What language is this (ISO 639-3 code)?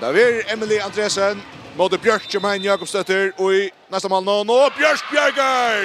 fao